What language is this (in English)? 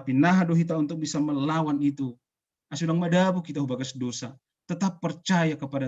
Batak Simalungun